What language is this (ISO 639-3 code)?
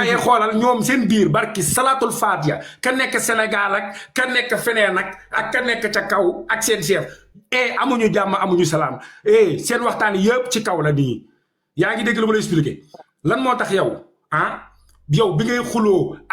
wol